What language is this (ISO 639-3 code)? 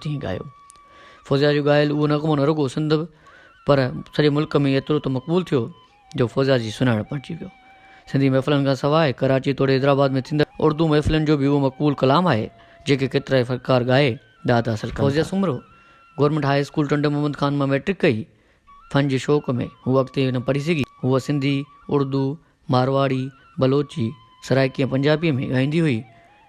snd